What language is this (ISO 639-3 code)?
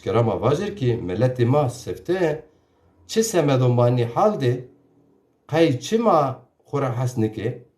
zza